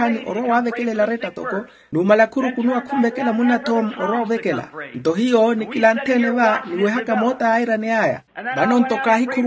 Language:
Makhuwa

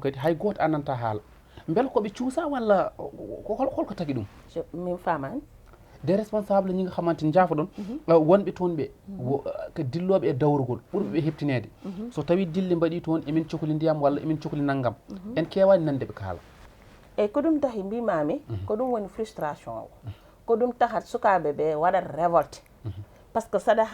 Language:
Fula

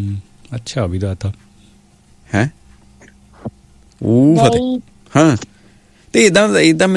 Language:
Punjabi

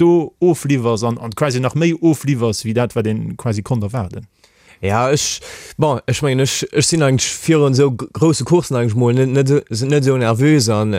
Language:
Luxembourgish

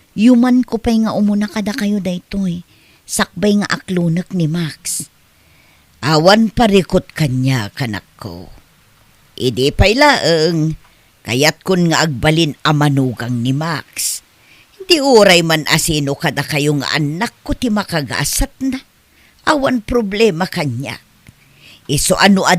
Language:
Iloko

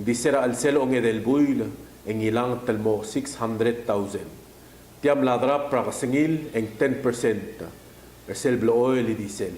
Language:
Palauan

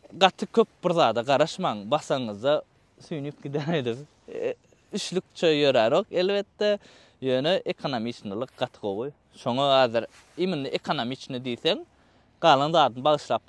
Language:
Turkmen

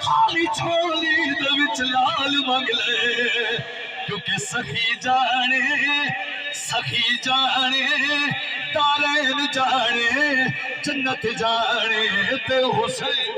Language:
Saraiki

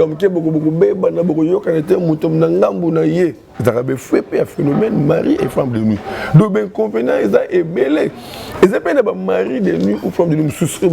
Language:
Lingala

